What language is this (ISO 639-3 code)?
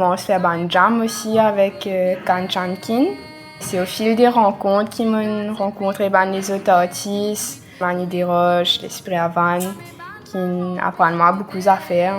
mfe